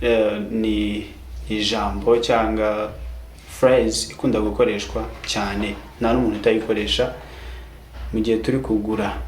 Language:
Kinyarwanda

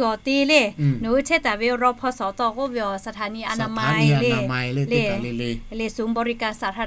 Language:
Lahu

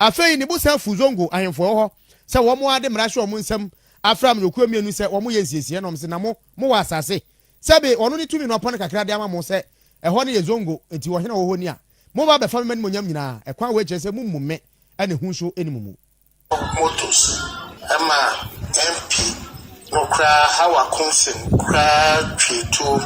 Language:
Akan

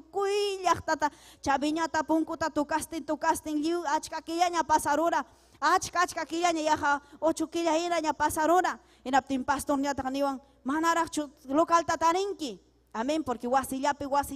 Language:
Ayacucho Quechua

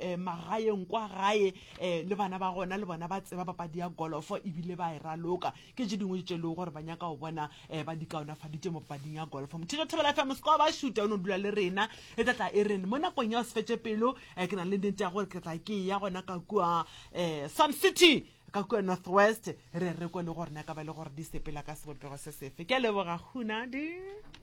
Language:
Northern Sotho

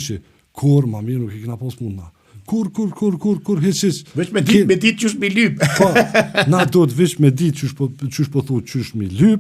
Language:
Albanian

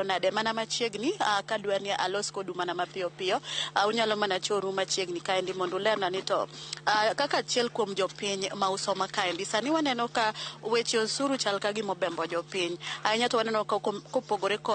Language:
Luo (Kenya and Tanzania)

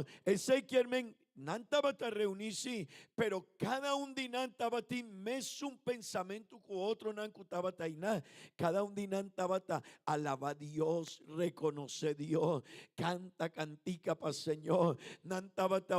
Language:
Papiamento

